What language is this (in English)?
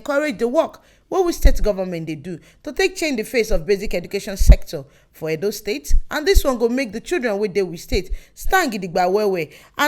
Nigerian Pidgin